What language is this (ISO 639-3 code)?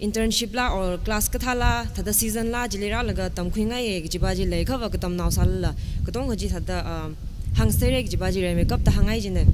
nmf